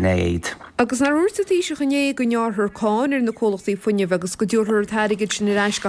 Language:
Irish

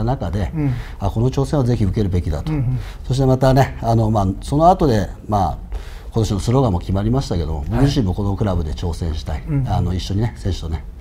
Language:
Japanese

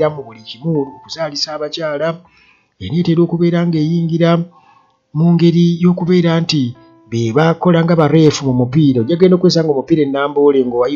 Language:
Ganda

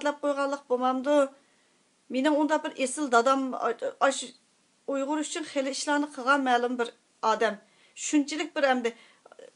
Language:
Uyghur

